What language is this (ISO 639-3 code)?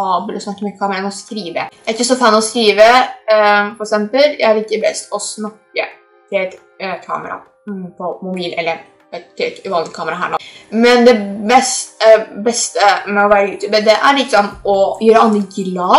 nor